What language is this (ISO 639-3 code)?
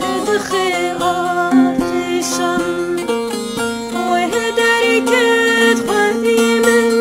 kur